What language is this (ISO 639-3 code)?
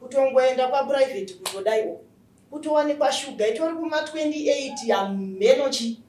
sna